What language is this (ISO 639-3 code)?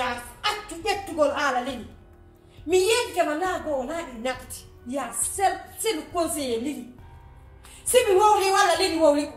ful